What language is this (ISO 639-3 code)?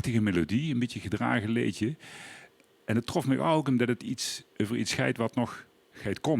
lim